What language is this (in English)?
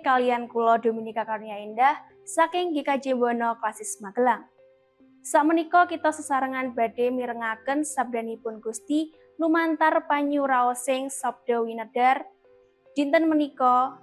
Javanese